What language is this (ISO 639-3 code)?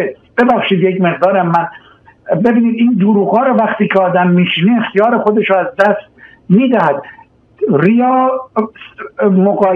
fas